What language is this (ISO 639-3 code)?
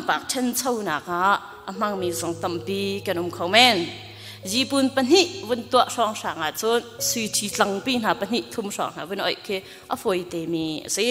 cnh